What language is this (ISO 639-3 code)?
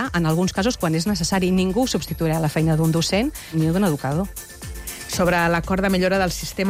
cat